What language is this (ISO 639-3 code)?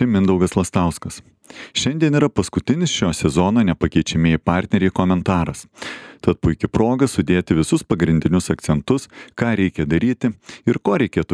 lit